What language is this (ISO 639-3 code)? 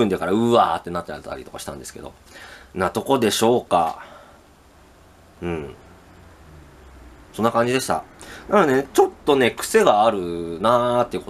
jpn